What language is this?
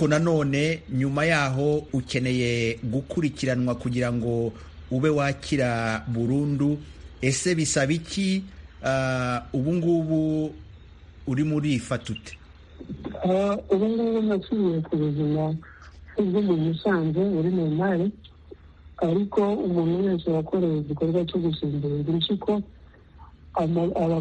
Kinyarwanda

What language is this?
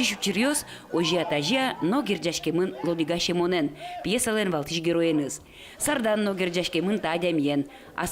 Udmurt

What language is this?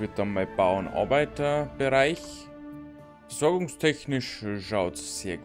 Bavarian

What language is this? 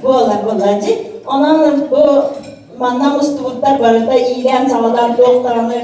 Yakut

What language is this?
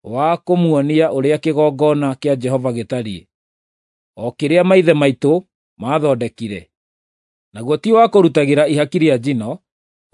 Kikuyu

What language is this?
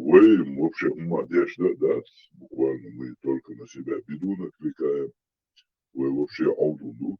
Chechen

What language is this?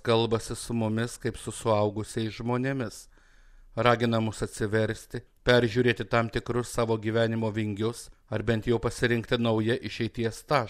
Lithuanian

